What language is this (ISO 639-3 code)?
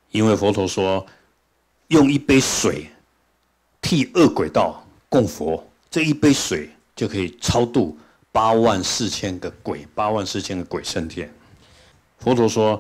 zho